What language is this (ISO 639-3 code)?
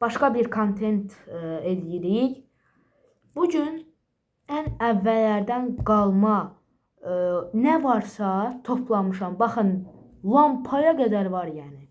aze